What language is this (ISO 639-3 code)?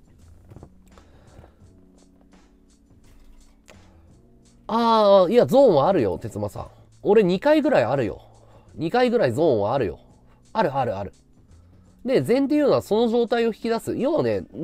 jpn